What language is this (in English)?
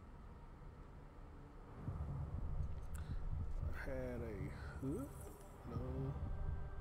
English